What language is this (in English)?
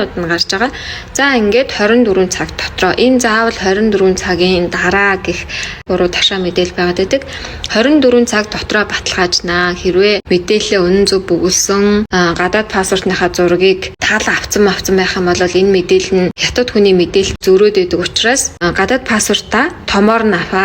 Mongolian